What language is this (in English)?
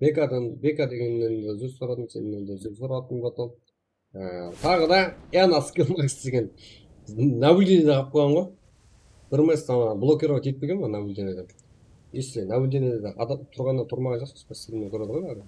Kara-Kalpak